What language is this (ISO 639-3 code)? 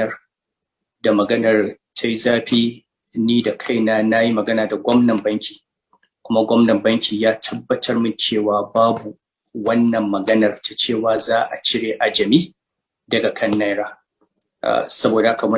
hau